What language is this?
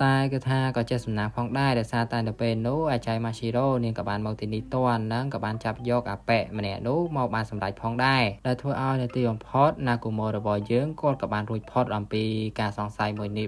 Khmer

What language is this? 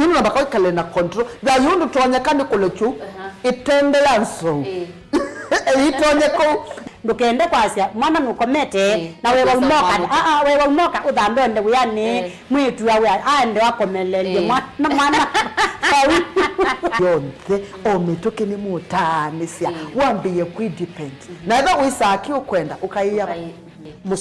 Kamba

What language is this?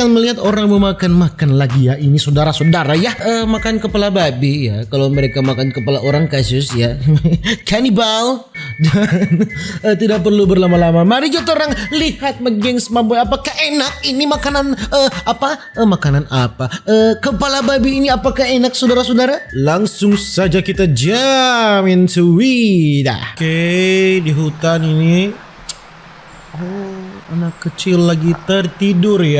Manado Malay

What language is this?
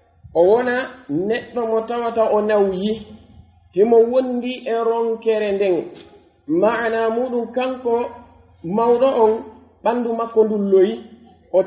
Pular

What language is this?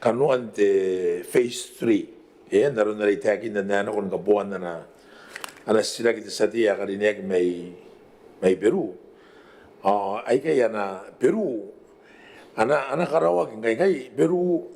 Gilbertese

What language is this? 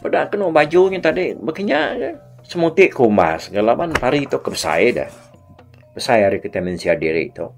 Iban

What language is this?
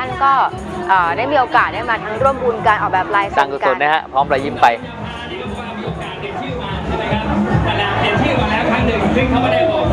Thai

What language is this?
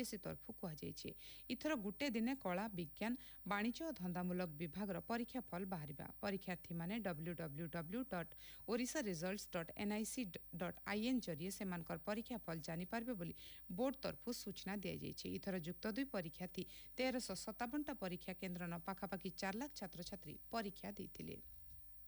Odia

